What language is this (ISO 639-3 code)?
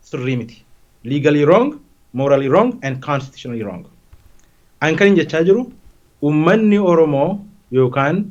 orm